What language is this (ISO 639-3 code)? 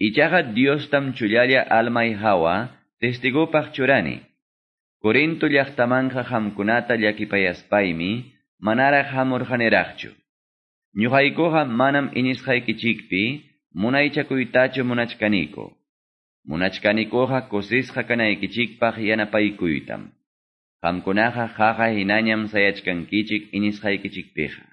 que